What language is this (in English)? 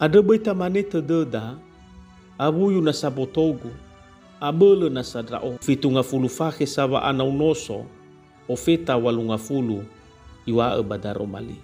Nias